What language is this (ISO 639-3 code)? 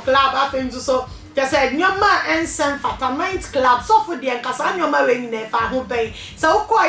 aka